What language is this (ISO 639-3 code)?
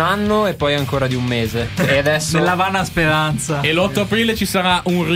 ita